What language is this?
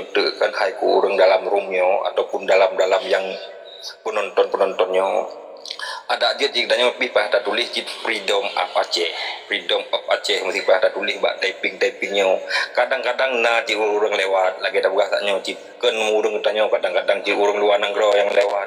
Achinese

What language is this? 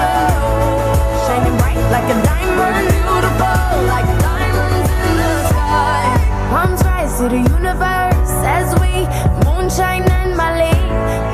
Poumei Naga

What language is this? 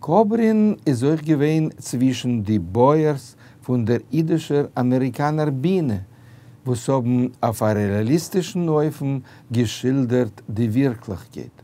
Yiddish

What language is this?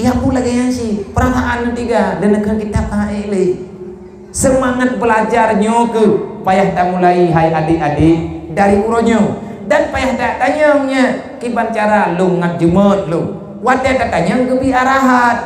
Achinese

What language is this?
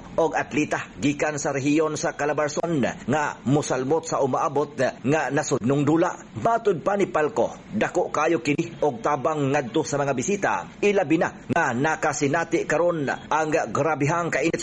Cebuano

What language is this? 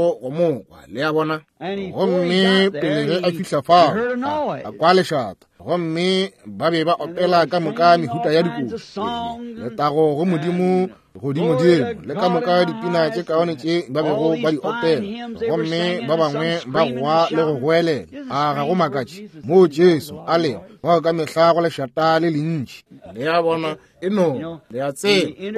Northern Sotho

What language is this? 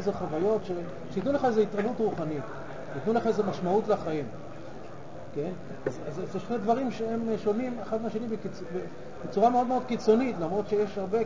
Hebrew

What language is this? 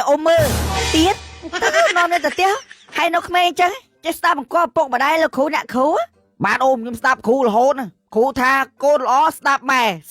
Khmer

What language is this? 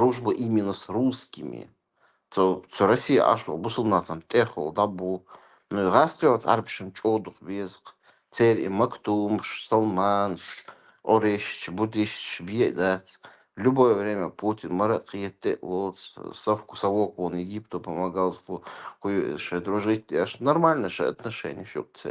Chechen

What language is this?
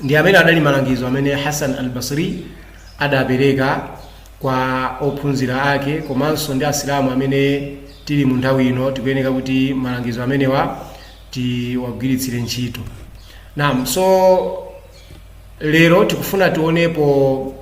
Nyanja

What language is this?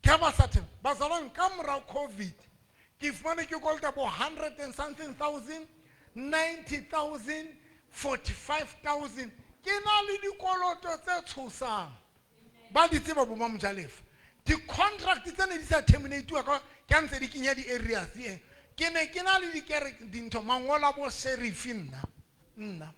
Southern Sotho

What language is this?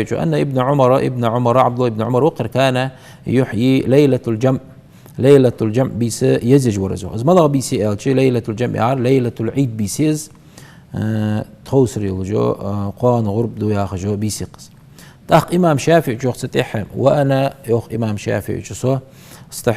Ingush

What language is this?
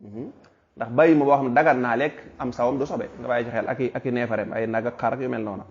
Wolof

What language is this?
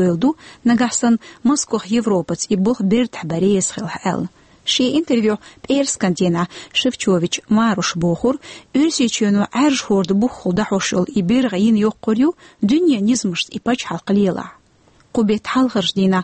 Chechen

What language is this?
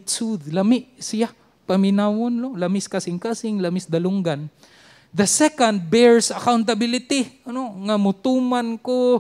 Cebuano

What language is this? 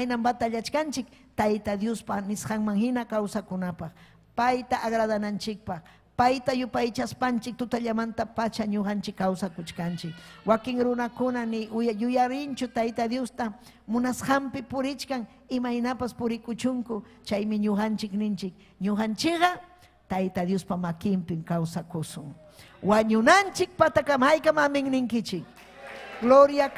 Ayacucho Quechua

